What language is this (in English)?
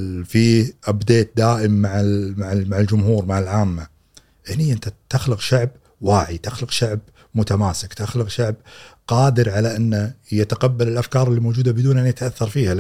Gulf Arabic